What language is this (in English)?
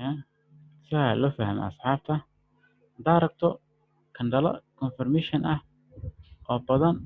Somali